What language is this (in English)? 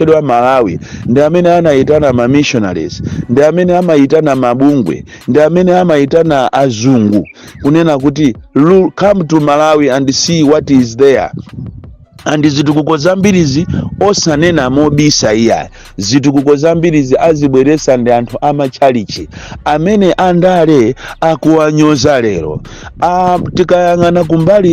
Nyanja